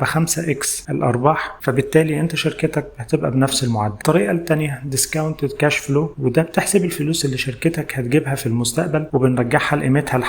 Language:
Egyptian Arabic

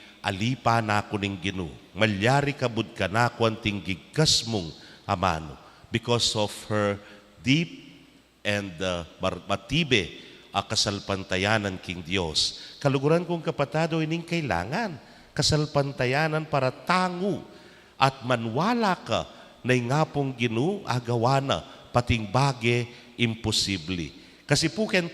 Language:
Pampanga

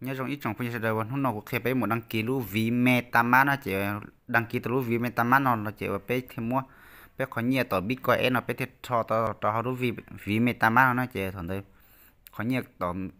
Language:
Hmong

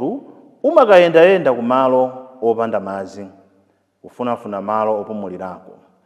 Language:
Nyanja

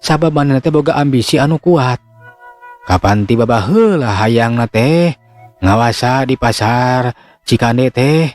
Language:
Sundanese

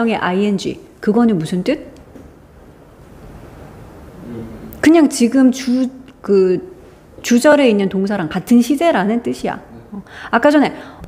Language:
Korean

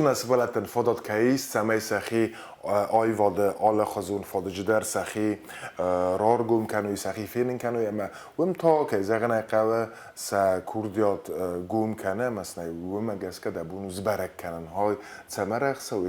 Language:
Ossetic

